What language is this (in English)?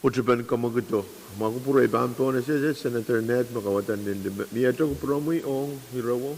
Pohnpeian